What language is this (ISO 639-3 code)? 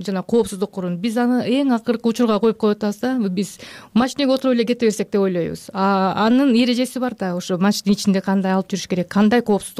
kir